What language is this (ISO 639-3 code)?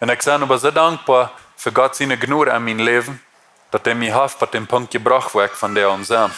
pdt